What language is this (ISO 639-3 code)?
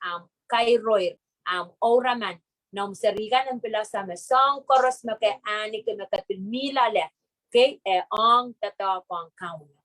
pon